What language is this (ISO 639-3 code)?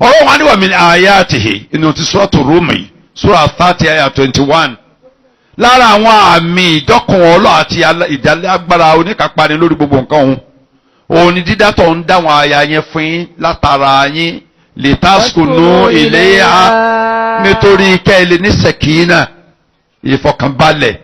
yor